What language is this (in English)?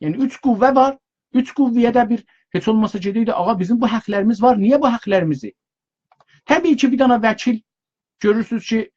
South Azerbaijani